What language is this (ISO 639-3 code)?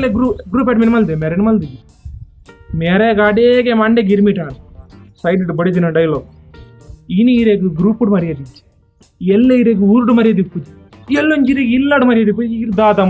tcy